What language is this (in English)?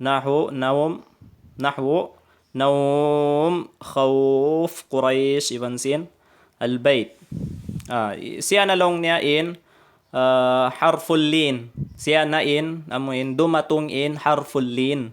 Tausug